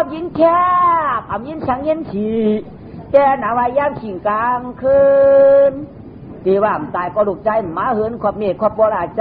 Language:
Shan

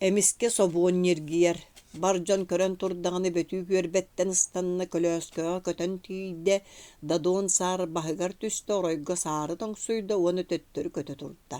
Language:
Yakut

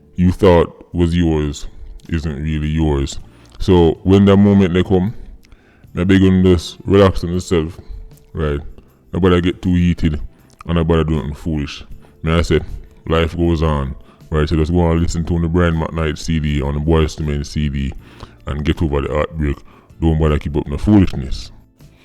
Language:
Jamaican Creole English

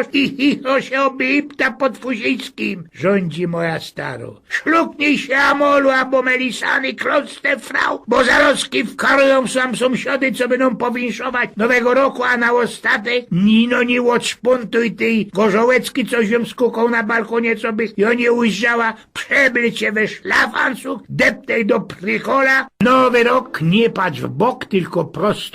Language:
Silesian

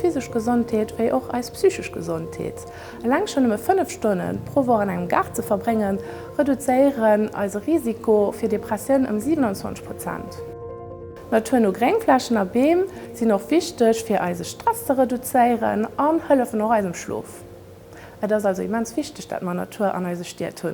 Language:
Luxembourgish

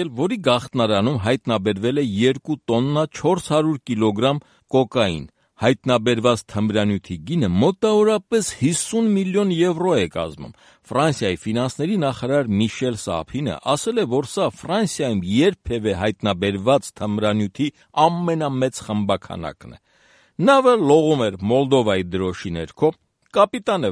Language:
Armenian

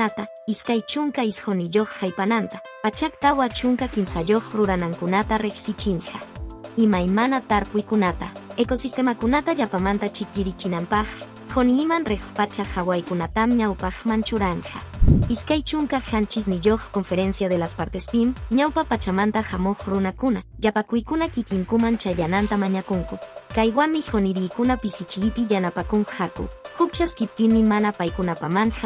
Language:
Quechua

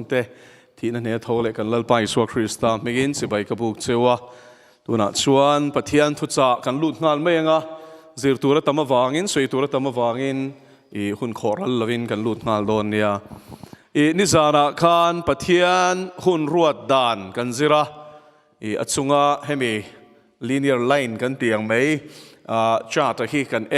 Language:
Mizo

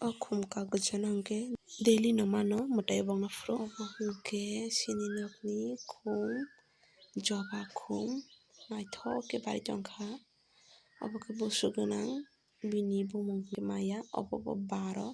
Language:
Kok Borok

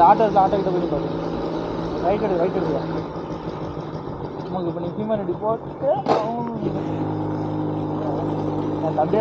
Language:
Tamil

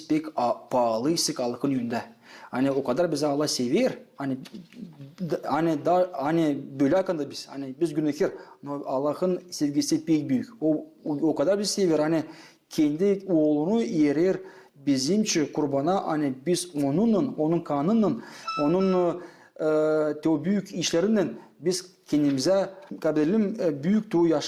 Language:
Gagauz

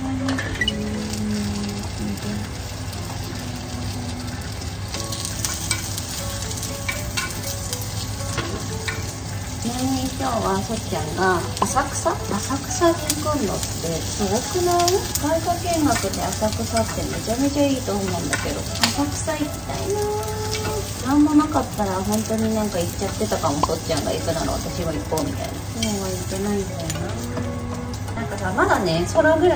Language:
Japanese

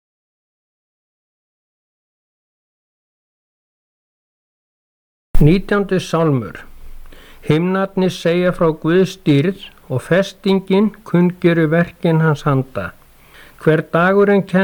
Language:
Icelandic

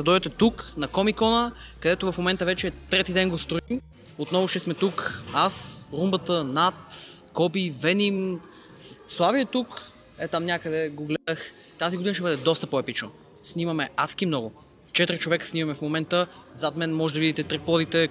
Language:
Bulgarian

